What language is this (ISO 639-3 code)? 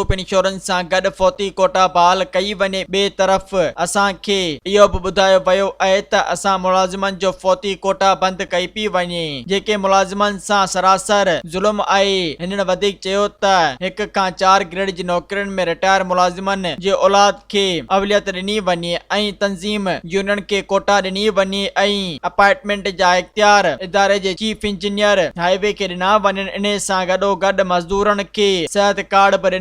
snd